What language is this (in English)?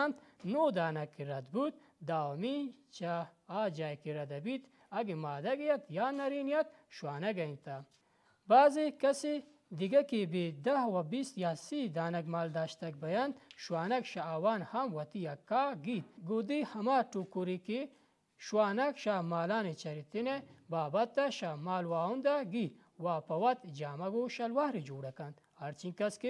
Baluchi